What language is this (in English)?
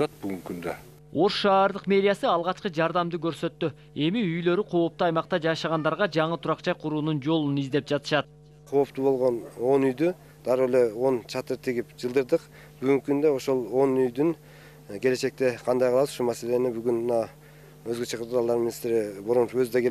Kyrgyz